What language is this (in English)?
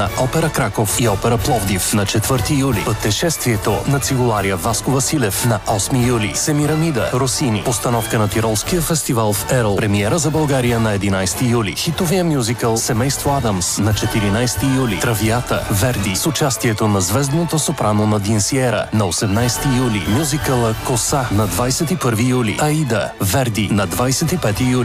Bulgarian